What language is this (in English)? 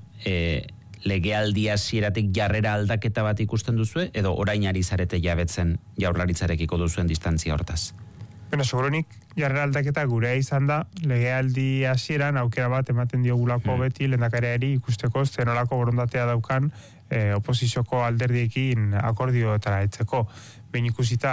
Basque